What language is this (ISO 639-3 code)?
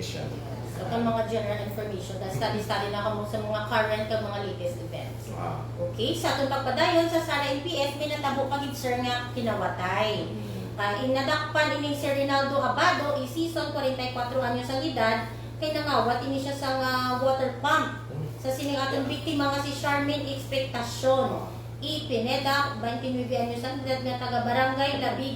hil